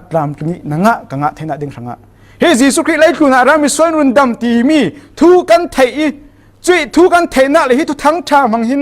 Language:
Falam Chin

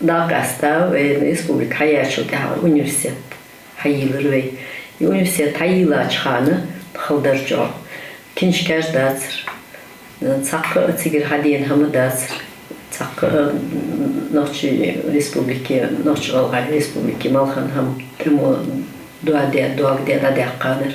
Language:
Ingush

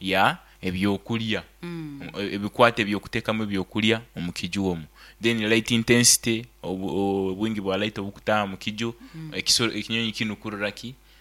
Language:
Nyankole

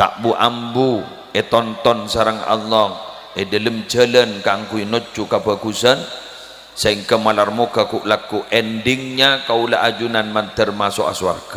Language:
Madurese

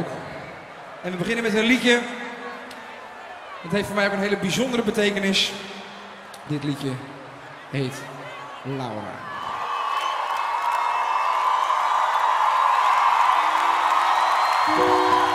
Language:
Dutch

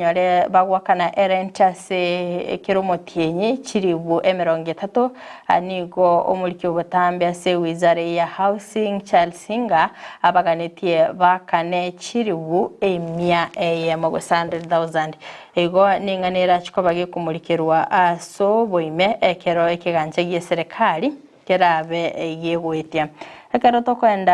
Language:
Gusii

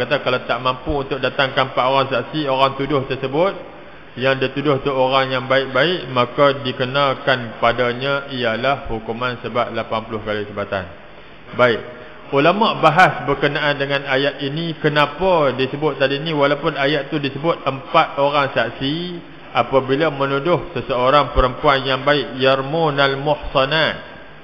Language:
Malay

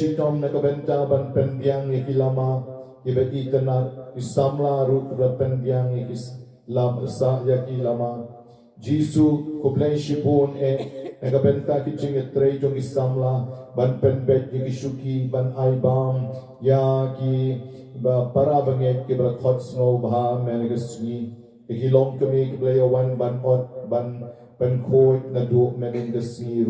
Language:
Khasi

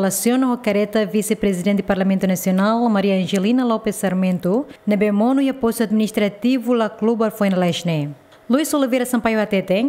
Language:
Tetum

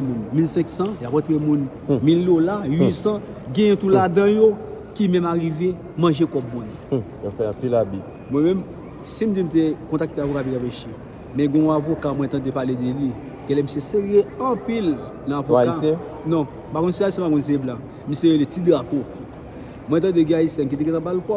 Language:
Haitian Creole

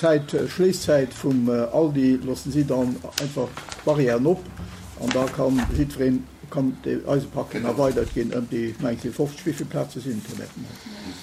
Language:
Luxembourgish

